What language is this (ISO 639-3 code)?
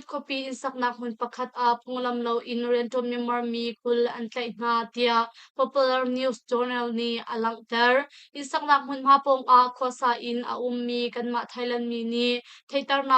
cnh